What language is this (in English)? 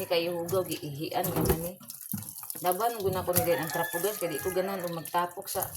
Cebuano